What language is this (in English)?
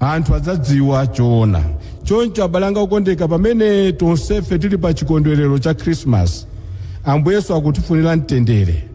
Nyanja